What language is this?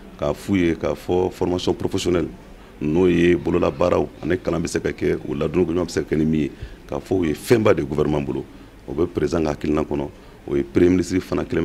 Bambara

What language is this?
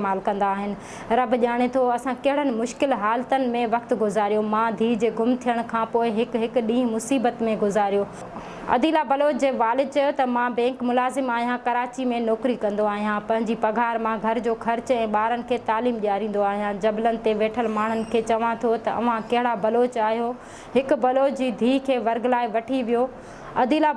Sindhi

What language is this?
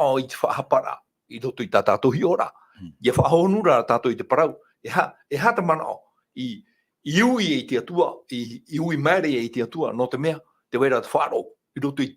Tahitian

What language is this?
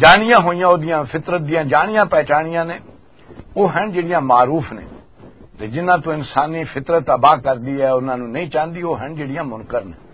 Western Panjabi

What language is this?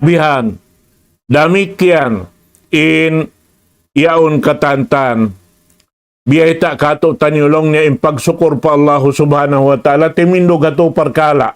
Tausug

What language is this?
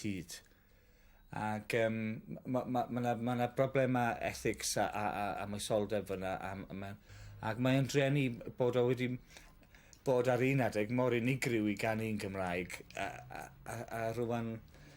Welsh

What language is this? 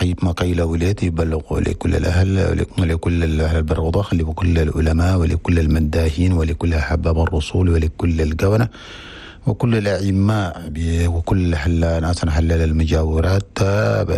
Chadian Arabic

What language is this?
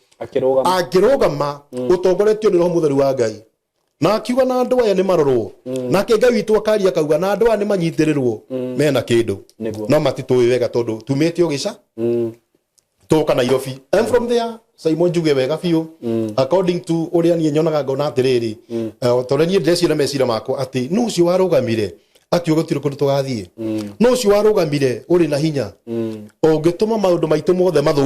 Kikuyu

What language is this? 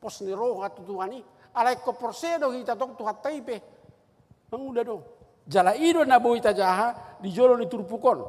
Batak Toba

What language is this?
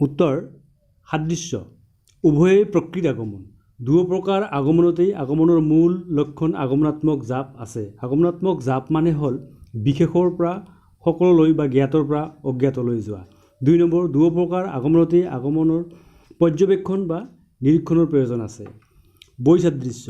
Assamese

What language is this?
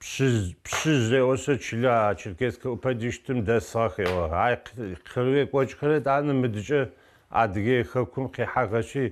Adyghe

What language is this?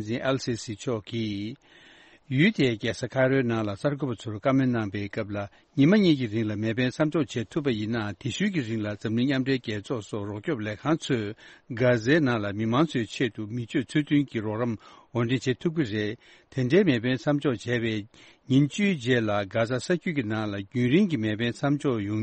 Tibetan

